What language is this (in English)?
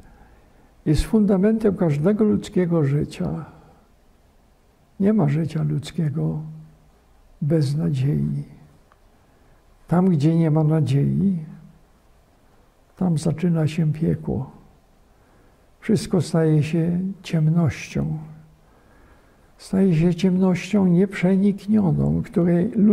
Polish